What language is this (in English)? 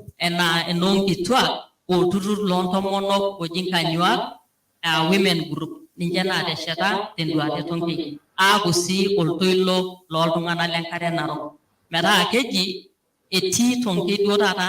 Masai